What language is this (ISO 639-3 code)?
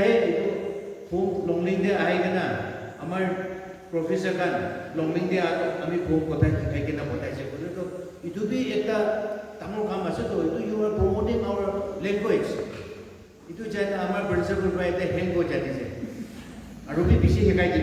nag